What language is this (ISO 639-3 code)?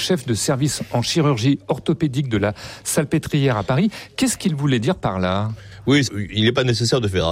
fra